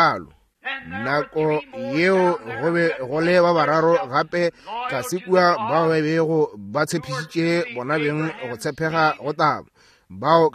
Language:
Northern Sotho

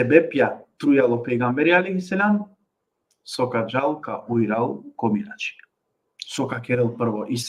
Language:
Balkan Romani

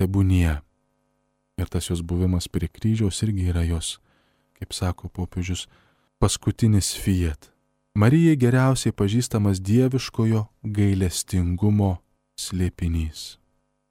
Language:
Lithuanian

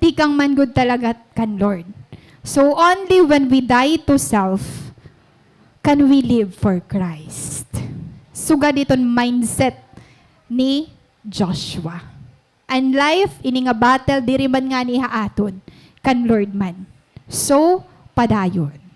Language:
Waray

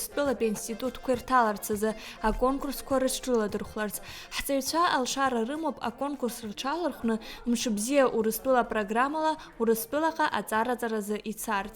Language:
Abkhazian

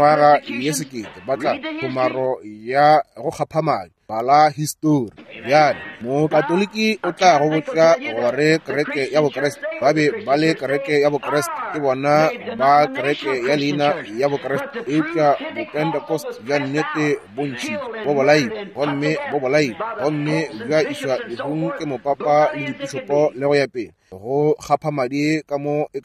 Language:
Northern Sotho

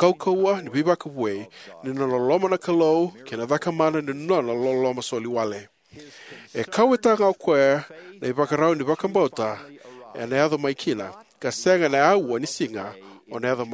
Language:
Fijian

